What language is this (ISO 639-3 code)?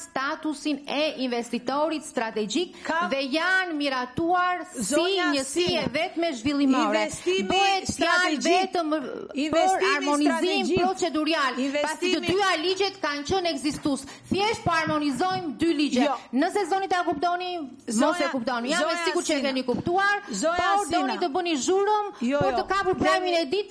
sqi